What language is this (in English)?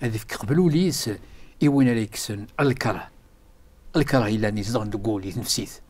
Kabyle